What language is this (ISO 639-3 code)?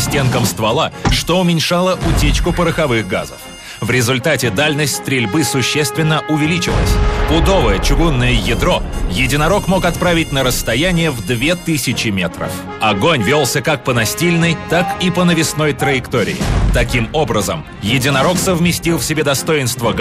rus